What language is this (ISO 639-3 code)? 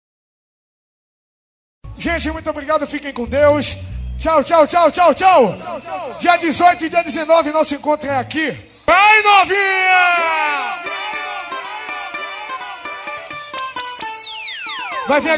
por